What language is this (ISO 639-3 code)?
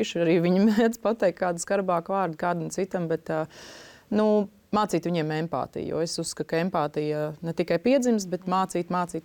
lav